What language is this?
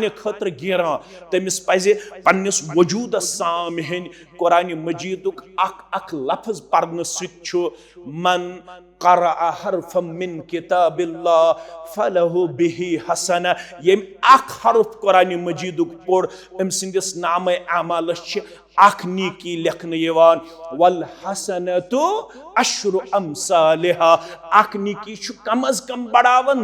Kashmiri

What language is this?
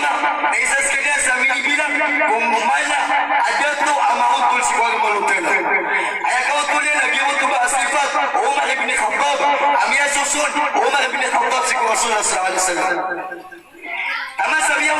Maranao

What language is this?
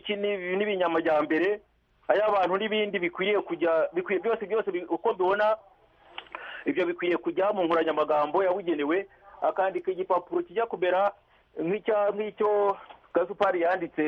Kinyarwanda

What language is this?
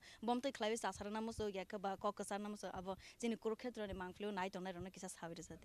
Kok Borok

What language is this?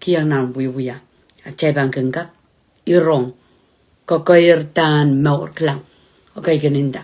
Pohnpeian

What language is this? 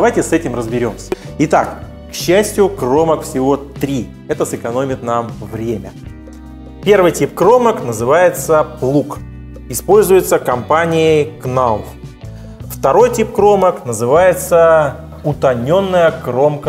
Russian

